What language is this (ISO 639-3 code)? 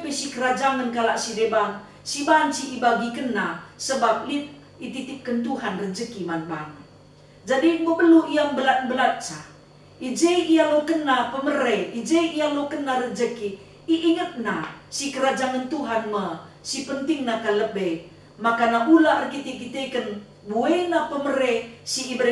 btx